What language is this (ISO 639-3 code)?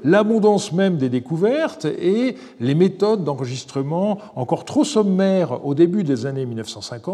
fra